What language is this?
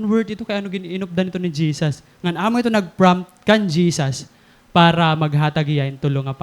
Waray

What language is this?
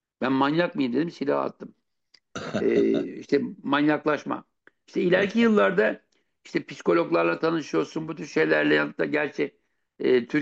Turkish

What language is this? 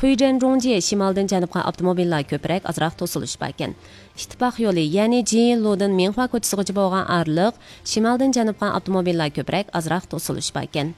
Uyghur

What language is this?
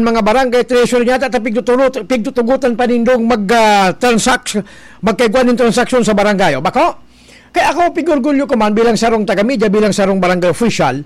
Bikol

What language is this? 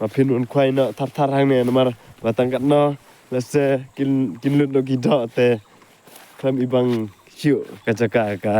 Khasi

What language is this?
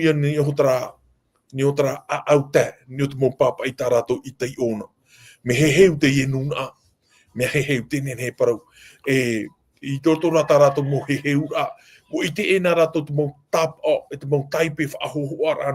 Tahitian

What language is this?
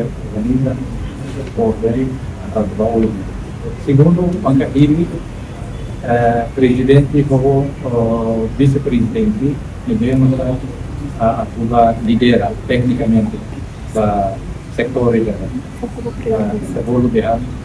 Tetum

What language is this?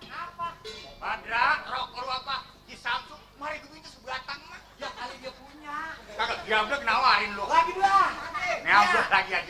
Betawi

